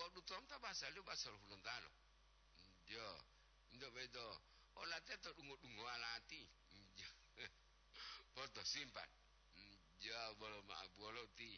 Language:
Gorontalo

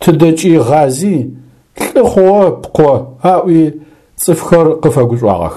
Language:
Adyghe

